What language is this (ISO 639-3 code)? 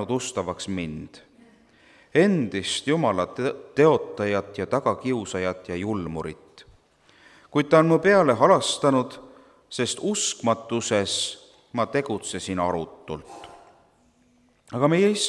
est